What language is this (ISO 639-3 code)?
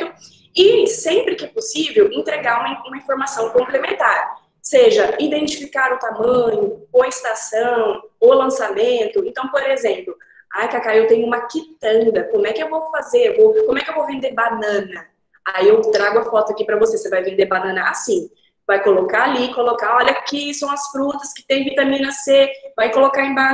por